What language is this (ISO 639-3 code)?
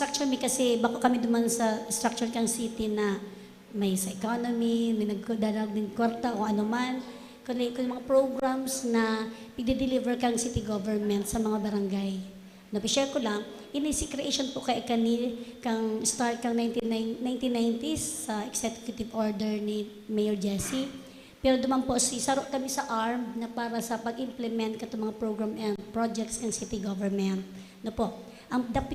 bik